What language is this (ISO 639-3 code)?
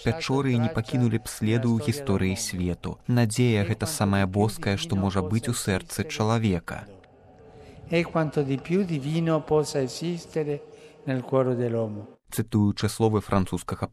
bel